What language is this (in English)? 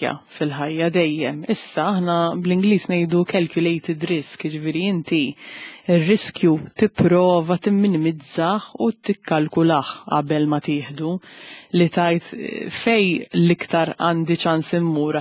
Maltese